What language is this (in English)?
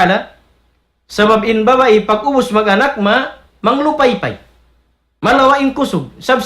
Tausug